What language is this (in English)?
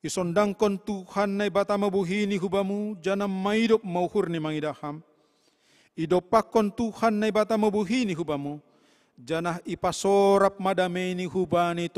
Batak Simalungun